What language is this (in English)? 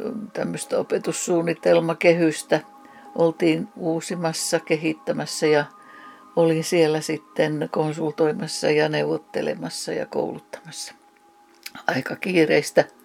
Finnish